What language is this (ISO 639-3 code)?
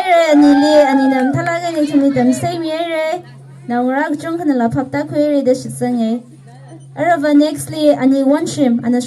nmf